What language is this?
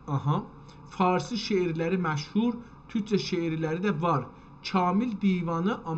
South Azerbaijani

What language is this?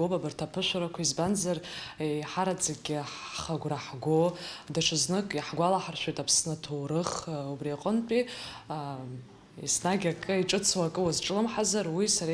Abkhazian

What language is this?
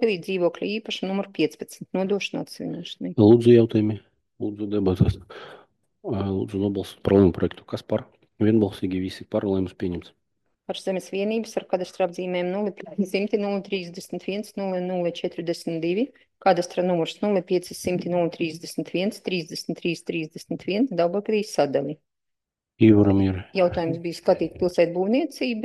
Latvian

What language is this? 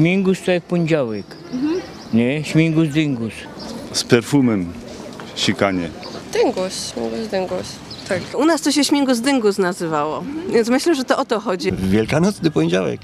Silesian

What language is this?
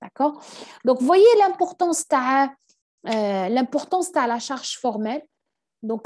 French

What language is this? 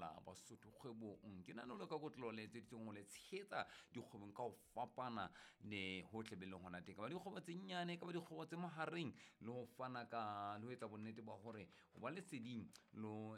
Southern Sotho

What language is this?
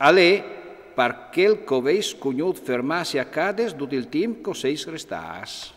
Friulian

